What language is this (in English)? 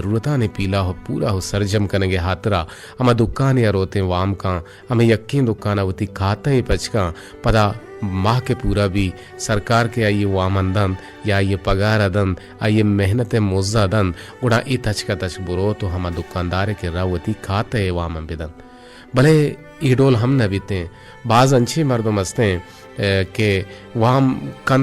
Eastern Balochi